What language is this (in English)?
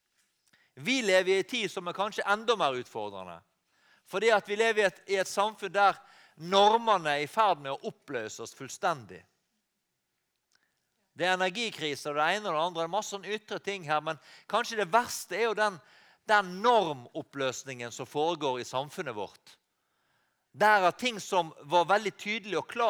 Norwegian